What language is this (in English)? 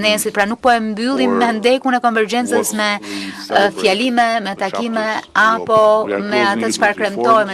Albanian